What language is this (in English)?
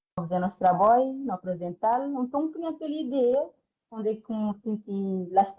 Kabuverdianu